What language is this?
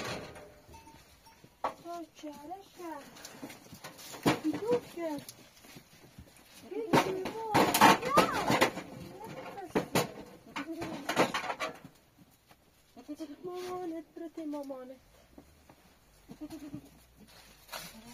Persian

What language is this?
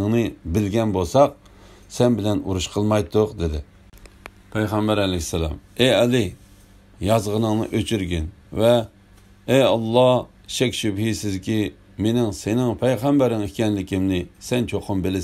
Uyghur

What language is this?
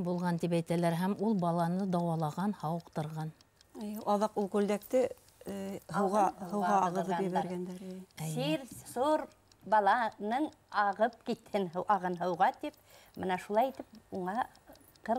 Bashkir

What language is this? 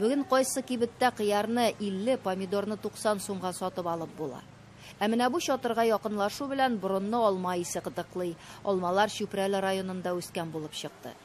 Tatar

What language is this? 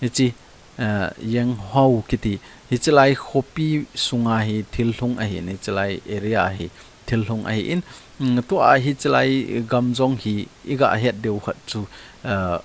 Thado Chin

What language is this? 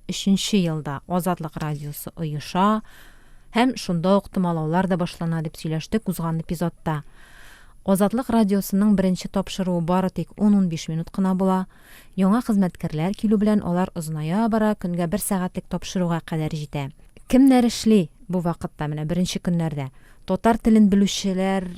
Tatar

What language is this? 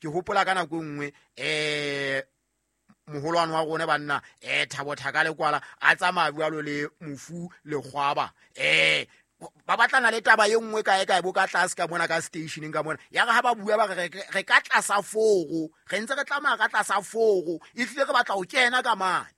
Southern Sotho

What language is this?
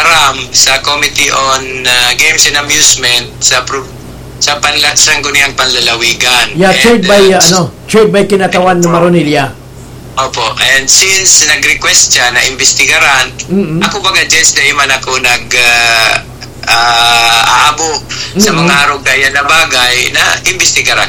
Bikol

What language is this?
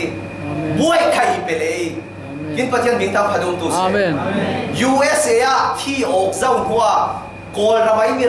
Falam Chin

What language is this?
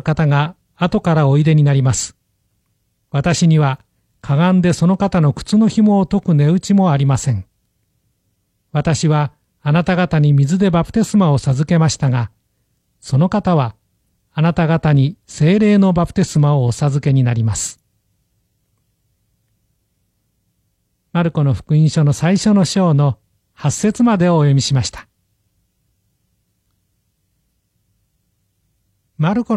Japanese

